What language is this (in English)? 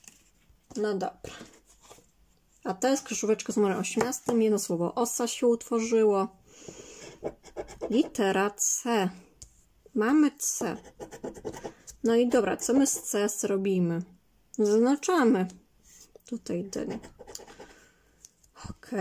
Polish